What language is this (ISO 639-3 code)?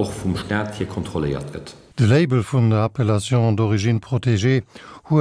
ltz